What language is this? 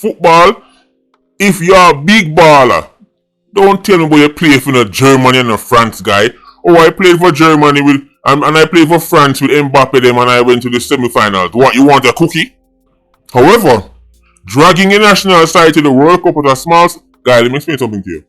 Jamaican Creole English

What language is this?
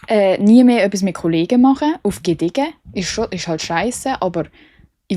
Swiss German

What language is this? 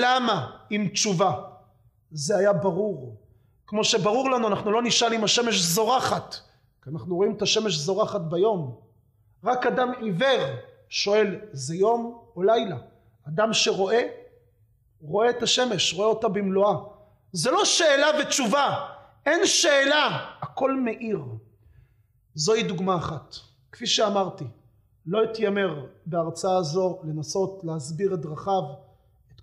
Hebrew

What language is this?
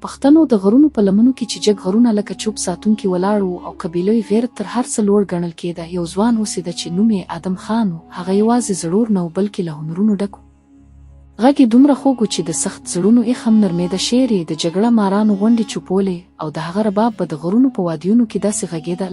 Pashto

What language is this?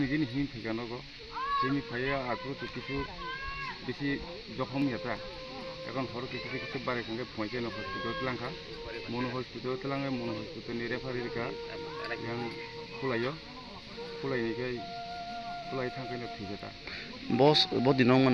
Kok Borok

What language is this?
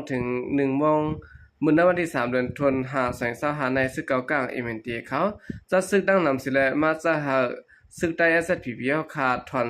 Shan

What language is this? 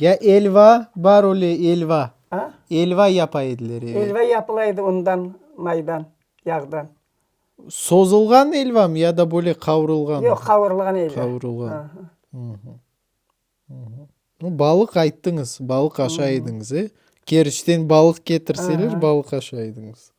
Crimean Tatar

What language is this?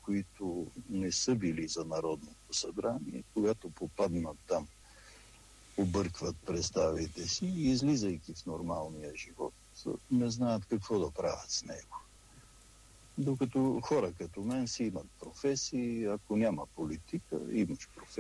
Bulgarian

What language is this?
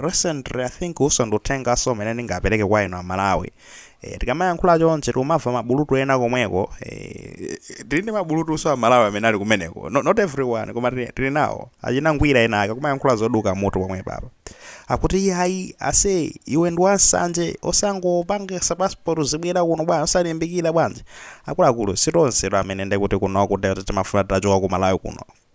Nyanja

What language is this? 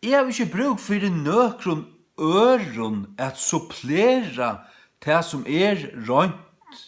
Faroese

